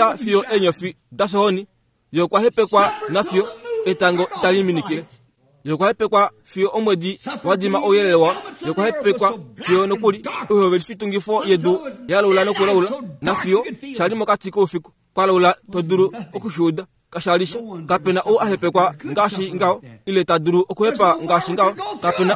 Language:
Kuanyama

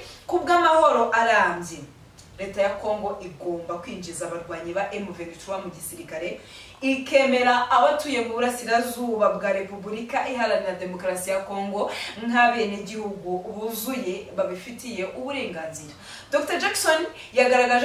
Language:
Kinyarwanda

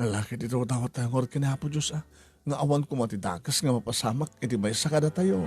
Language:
Iloko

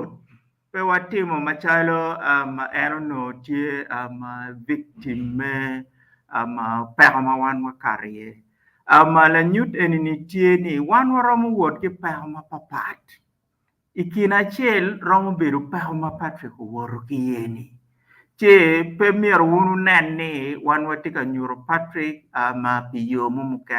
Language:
Acoli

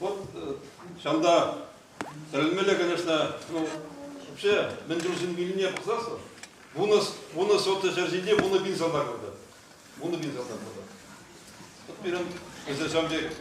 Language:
Chuvash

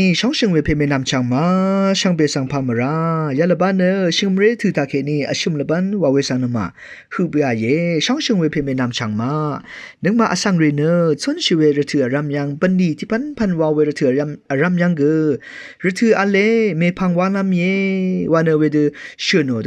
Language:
Rawang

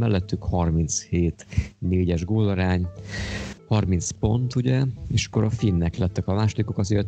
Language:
Hungarian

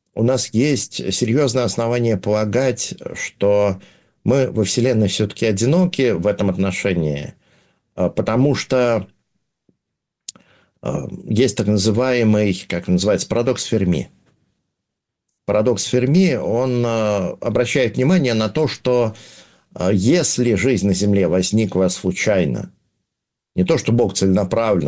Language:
Russian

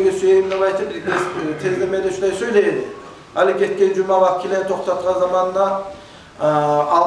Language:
Kumyk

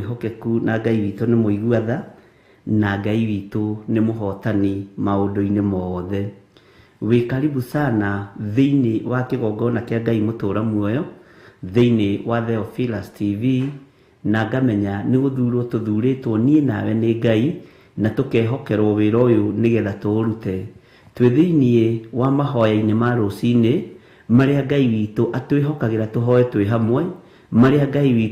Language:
Kikuyu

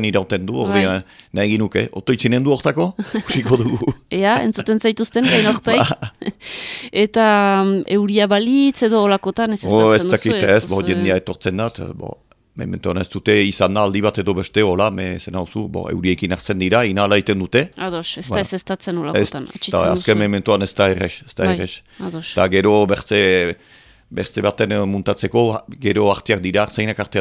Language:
Basque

